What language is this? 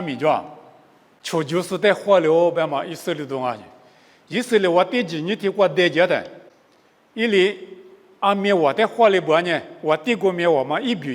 Lisu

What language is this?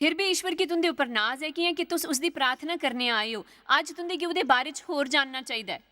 Dogri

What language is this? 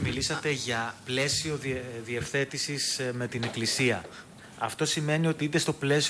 Greek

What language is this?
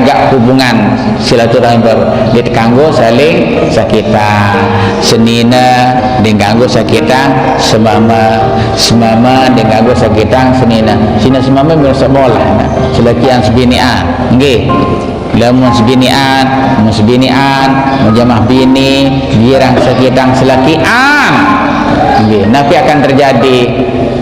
Sasak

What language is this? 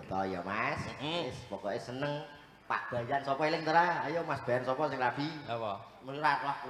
Javanese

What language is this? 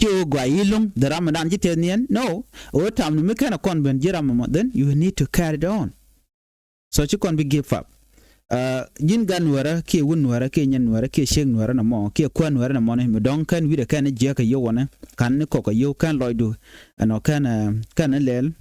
Nuer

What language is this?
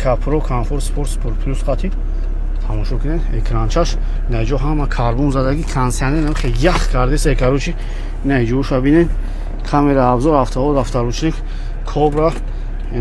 Tajik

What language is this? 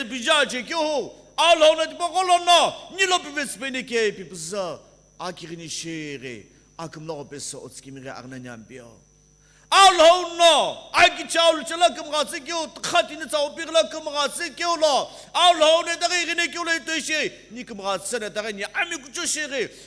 Sumi Naga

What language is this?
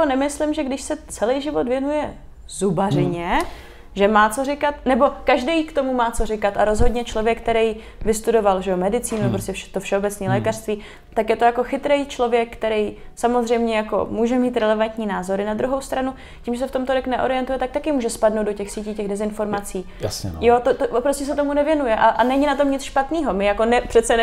Czech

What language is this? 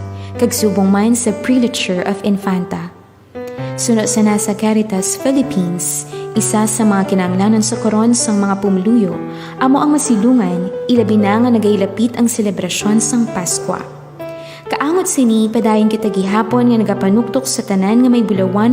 Hiligaynon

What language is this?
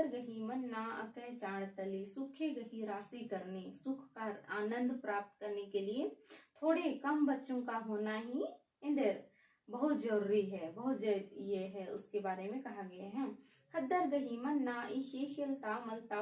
Kurukh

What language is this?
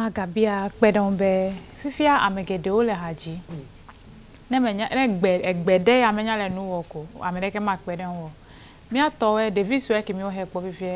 Ewe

